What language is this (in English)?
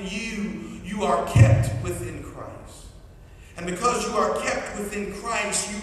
English